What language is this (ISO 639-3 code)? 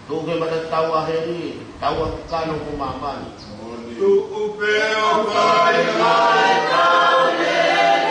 ton